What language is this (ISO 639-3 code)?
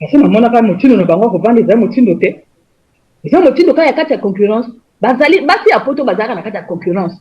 lin